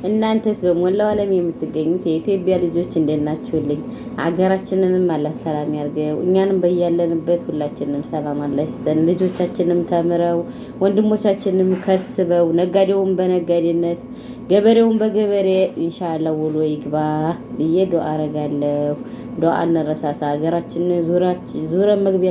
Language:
Amharic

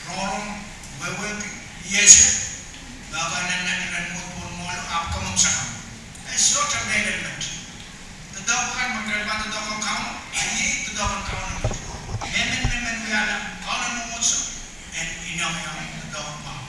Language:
Pohnpeian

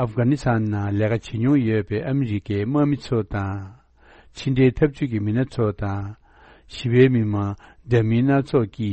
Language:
Tibetan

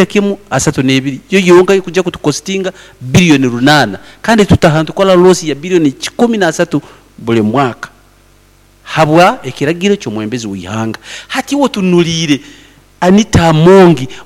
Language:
Nyankole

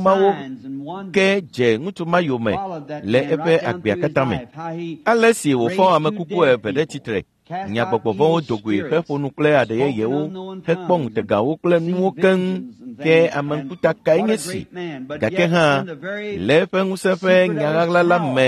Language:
Ewe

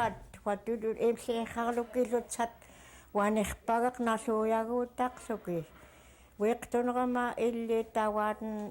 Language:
Central Yupik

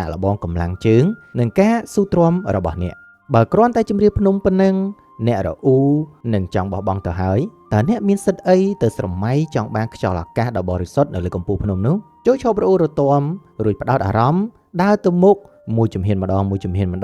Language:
Khmer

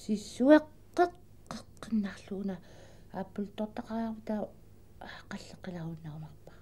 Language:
Kalaallisut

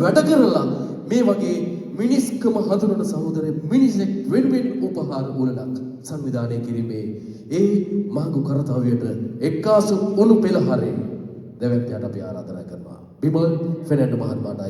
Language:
Sinhala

